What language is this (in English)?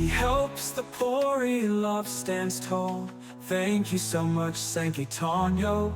Waray